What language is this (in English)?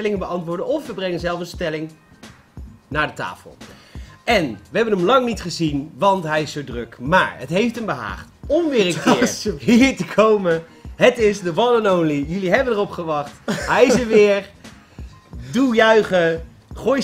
Dutch